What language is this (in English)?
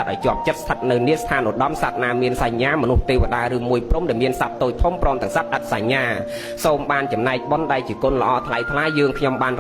Khmer